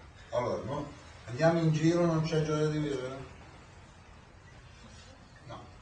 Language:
Italian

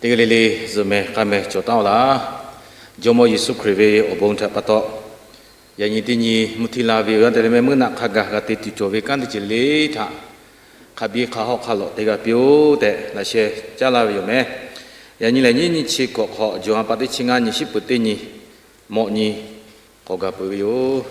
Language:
Lahu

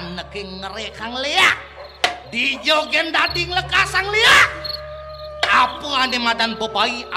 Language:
Balinese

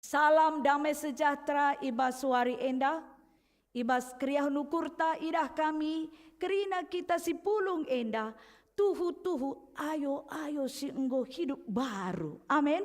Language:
Batak Karo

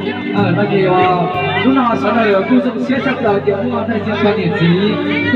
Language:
Hmong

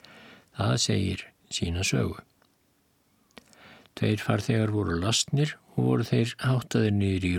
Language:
Icelandic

